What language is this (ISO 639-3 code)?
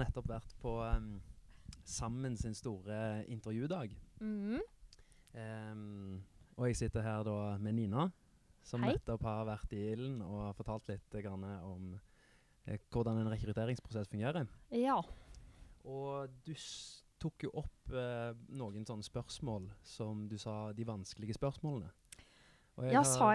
nor